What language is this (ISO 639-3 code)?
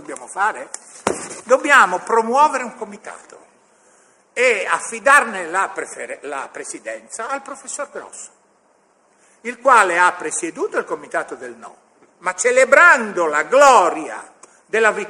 ita